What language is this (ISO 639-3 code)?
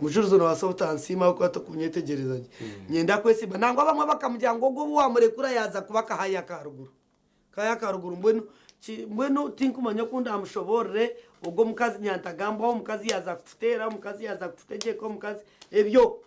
nyn